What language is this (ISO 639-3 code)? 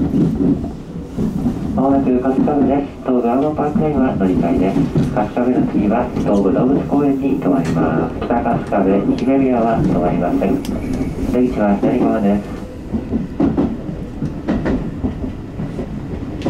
jpn